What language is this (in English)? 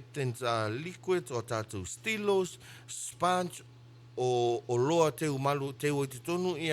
Samoan